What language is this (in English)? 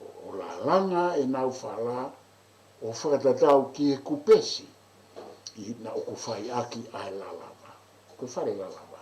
Tongan